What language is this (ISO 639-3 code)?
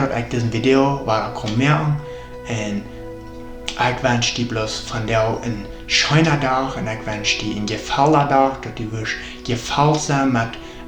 pdt